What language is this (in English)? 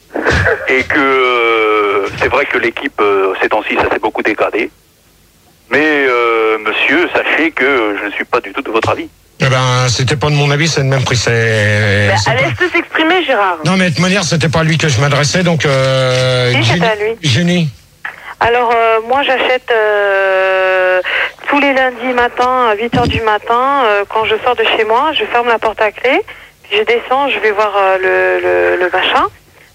French